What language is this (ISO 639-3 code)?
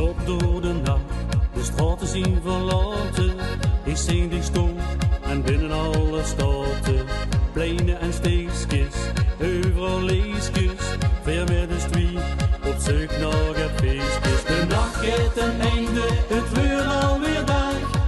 lim